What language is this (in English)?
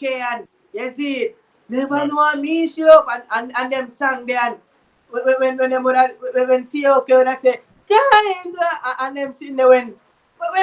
Jamaican Creole English